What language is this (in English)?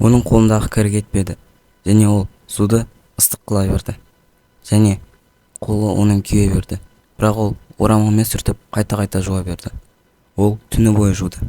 Kazakh